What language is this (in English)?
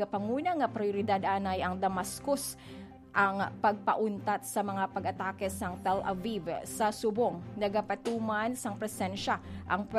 Hiligaynon